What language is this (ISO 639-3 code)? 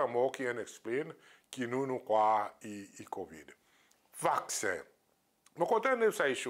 crs